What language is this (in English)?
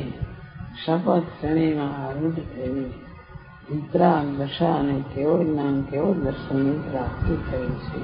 Gujarati